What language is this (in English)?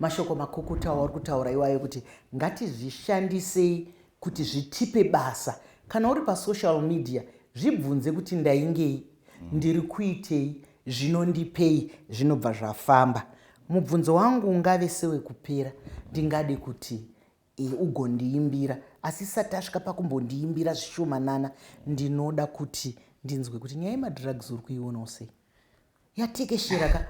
Shona